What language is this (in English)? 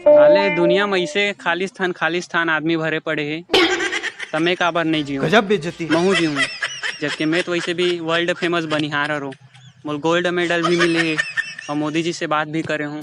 Chhattisgarhi